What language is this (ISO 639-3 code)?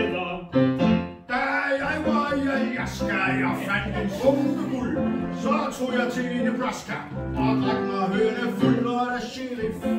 dan